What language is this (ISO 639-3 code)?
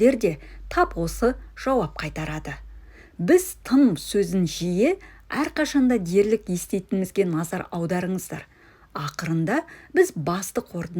kaz